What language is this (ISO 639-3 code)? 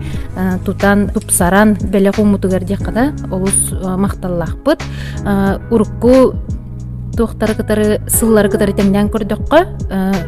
sah